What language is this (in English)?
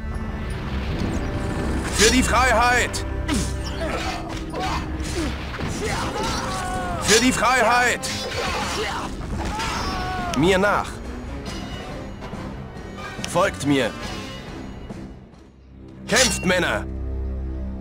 German